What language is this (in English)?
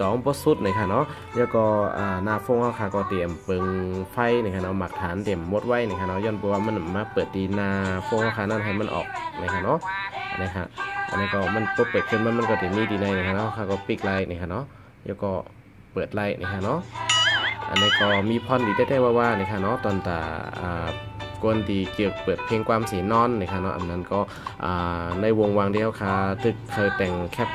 Shan